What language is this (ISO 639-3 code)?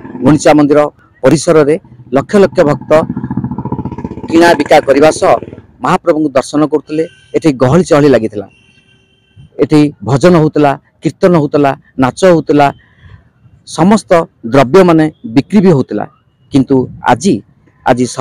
ori